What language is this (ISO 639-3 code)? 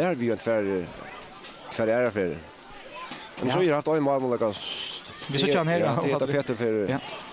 fao